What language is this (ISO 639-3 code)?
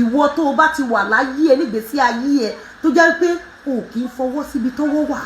yor